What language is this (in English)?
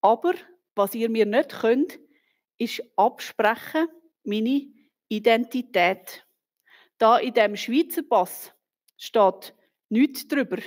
Swiss German